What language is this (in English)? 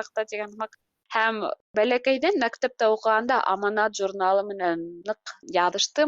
Bashkir